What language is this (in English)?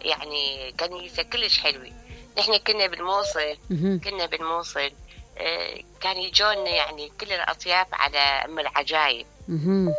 Mesopotamian Arabic